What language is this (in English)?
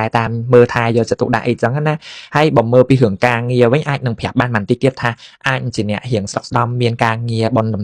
Khmer